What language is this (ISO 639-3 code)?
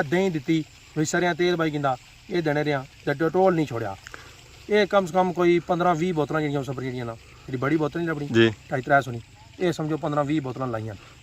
phr